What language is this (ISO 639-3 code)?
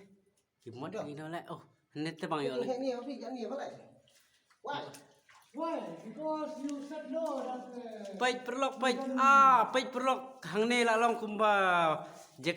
kha